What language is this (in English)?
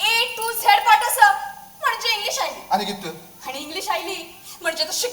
Konkani